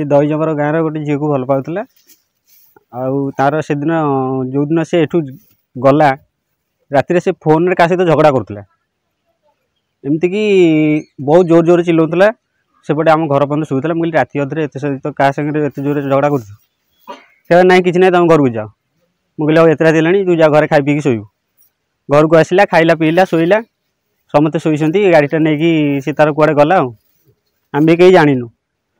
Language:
Odia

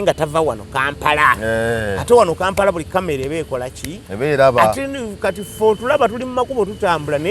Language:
Ganda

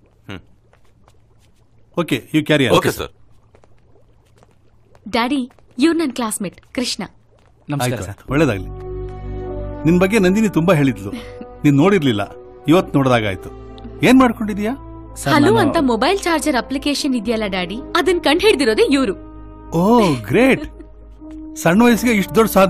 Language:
Kannada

